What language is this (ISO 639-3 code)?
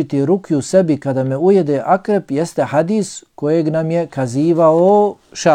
bos